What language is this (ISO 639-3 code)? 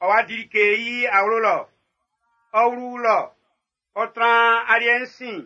bci